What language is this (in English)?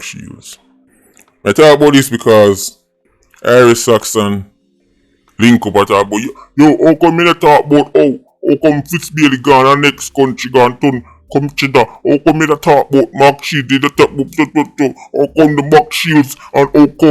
Jamaican Creole English